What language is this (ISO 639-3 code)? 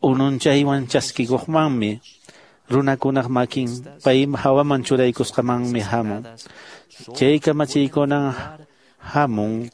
que